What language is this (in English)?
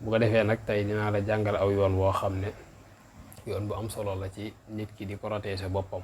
Wolof